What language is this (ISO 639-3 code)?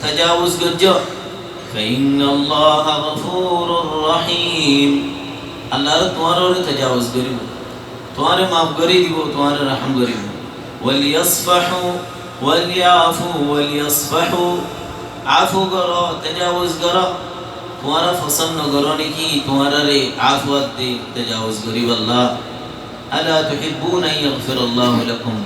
rhg